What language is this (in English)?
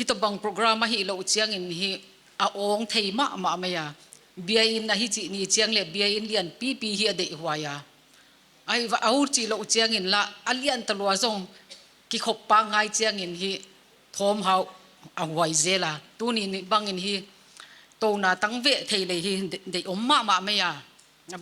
Paite Chin